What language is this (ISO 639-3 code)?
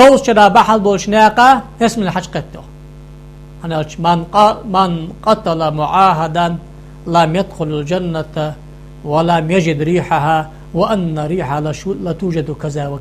inh